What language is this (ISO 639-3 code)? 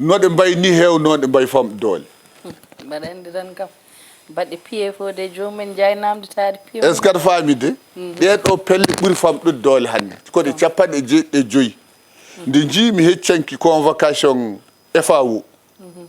ful